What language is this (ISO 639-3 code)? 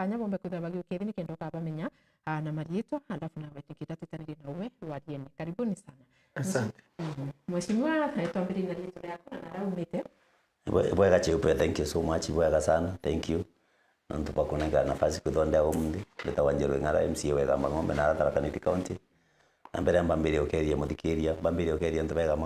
mer